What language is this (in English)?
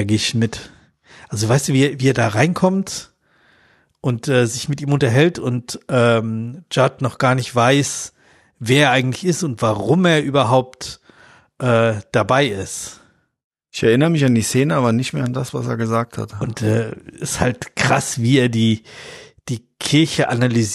German